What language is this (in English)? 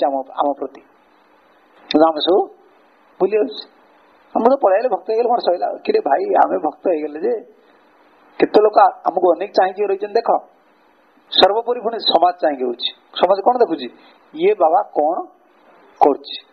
Odia